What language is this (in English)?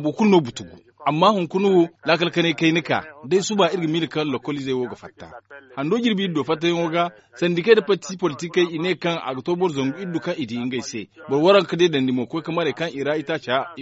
Zarma